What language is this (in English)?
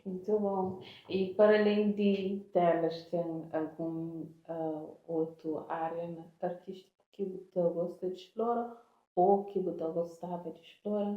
Kabuverdianu